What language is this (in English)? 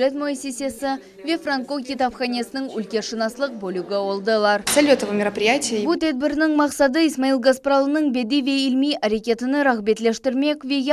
Crimean Tatar